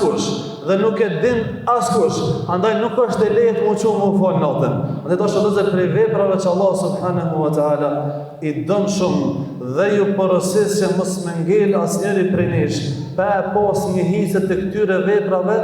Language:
Albanian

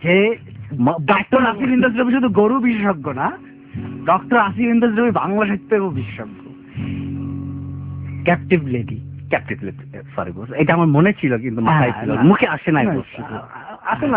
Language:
Bangla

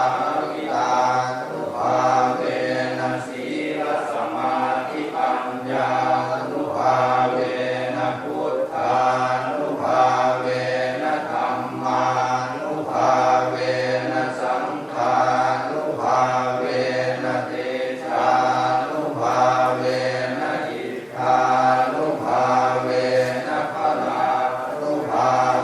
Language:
Pali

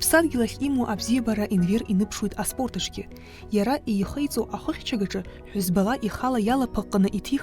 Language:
Abkhazian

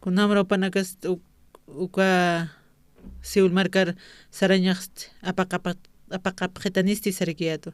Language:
Aymara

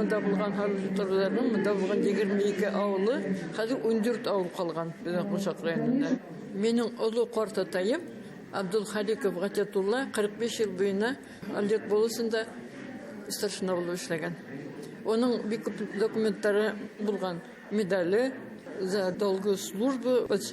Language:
Bashkir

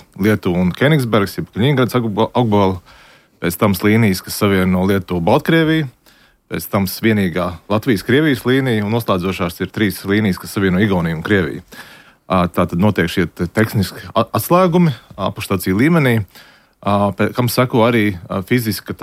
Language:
Latvian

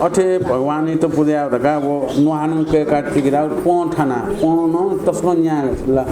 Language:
Newari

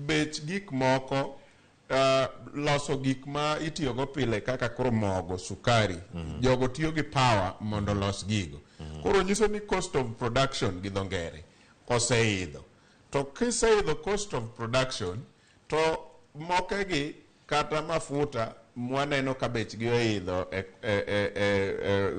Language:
Luo (Kenya and Tanzania)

